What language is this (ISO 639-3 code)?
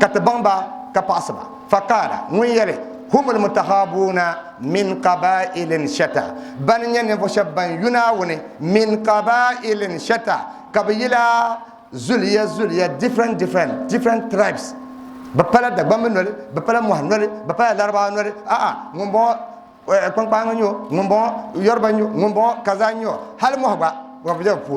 dag